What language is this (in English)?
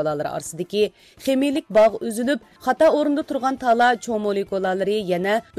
Uyghur